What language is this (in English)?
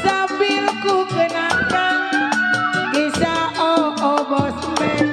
Betawi